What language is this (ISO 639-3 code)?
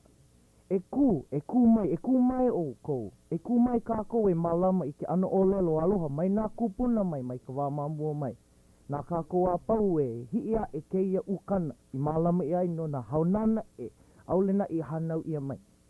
haw